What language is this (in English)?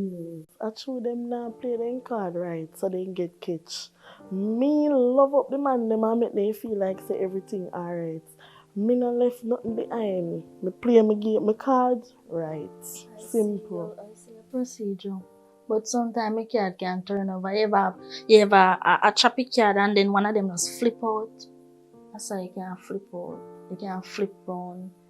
Jamaican Creole English